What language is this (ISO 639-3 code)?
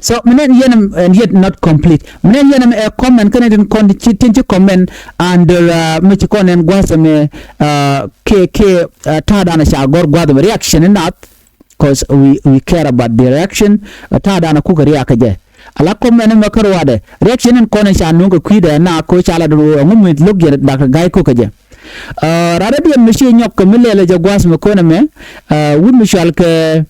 nus